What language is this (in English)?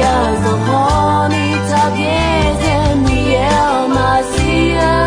Akha